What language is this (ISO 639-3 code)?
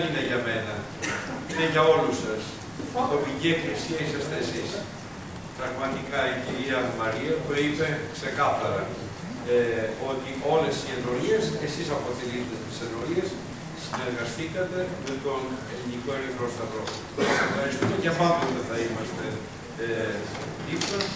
ell